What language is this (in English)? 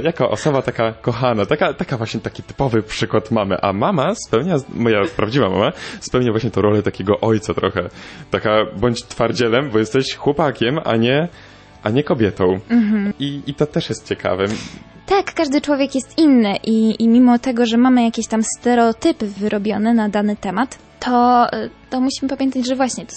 Polish